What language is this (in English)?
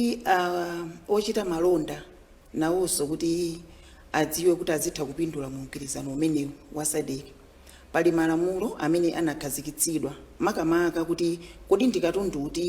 Nyanja